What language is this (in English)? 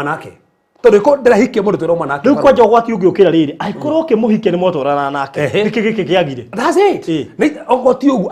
Kikuyu